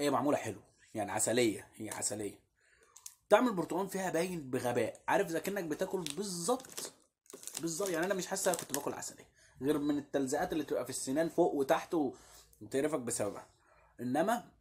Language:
Egyptian Arabic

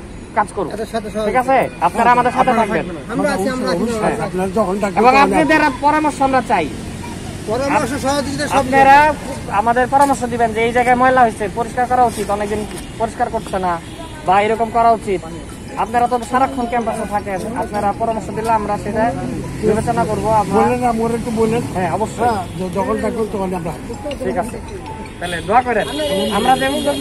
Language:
Bangla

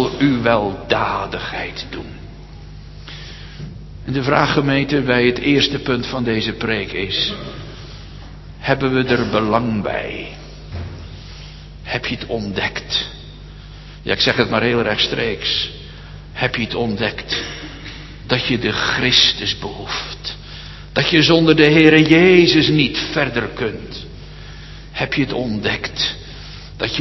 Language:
Dutch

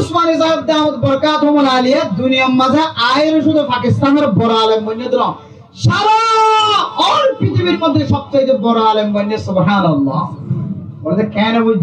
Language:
Rohingya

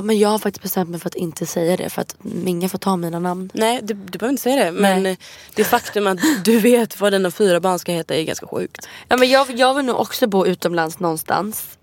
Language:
Swedish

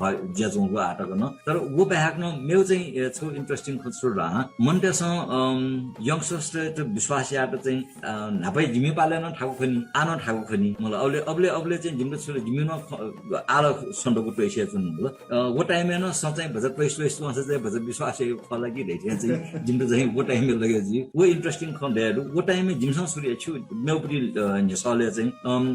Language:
Newari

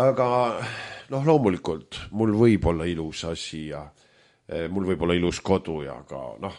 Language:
Estonian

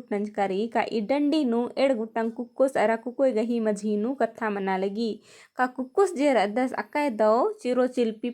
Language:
Kurukh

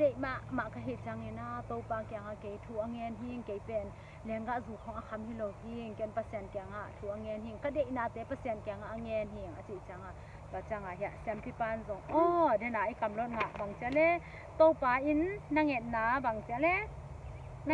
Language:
Tedim Chin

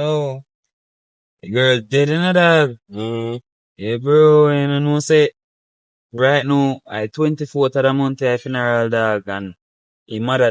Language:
Jamaican Creole English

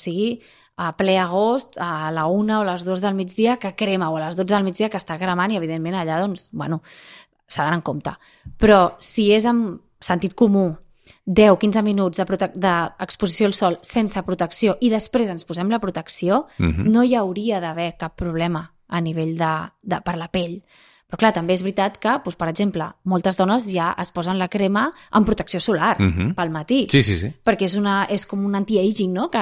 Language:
Catalan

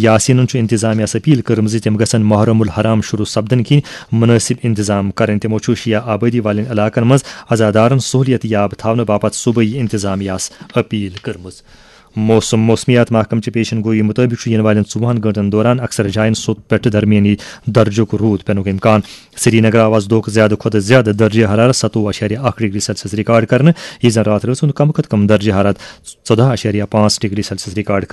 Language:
Kashmiri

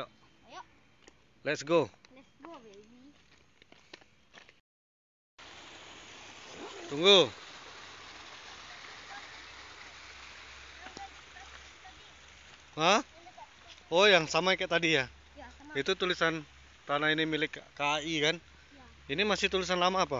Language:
Indonesian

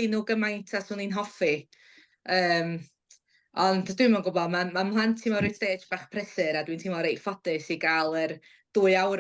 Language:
Welsh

